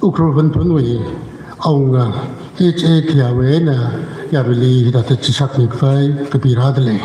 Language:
Tangkhul Naga (India)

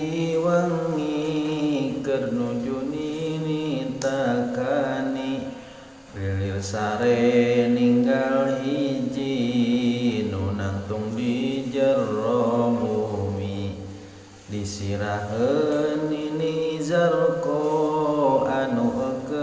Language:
Sundanese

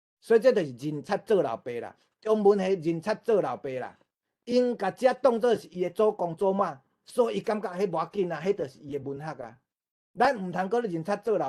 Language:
Min Nan Chinese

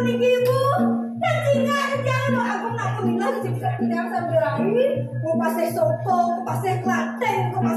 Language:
Balinese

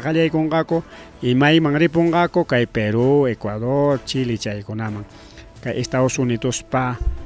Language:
Ayacucho Quechua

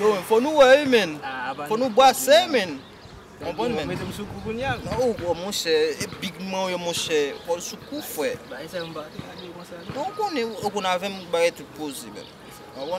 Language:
Haitian Creole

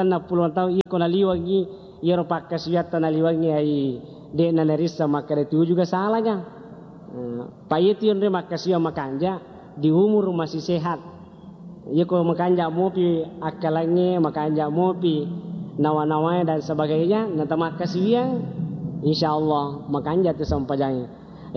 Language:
Buginese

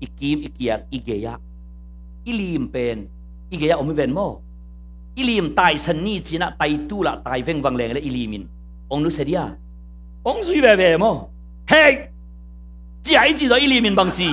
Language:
Tedim Chin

